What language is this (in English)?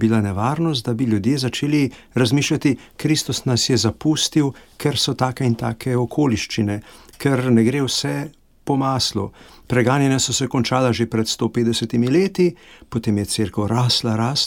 Slovenian